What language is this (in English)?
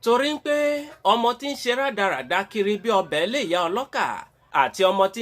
Yoruba